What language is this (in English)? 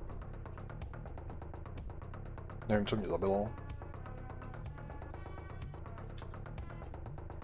Czech